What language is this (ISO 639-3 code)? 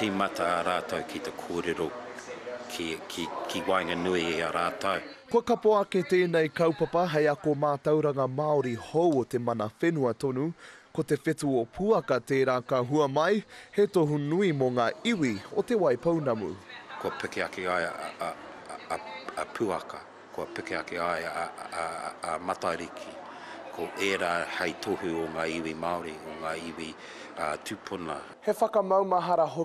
mri